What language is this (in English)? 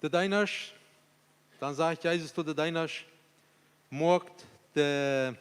Plautdietsch